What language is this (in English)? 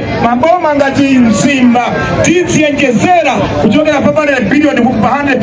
Nyanja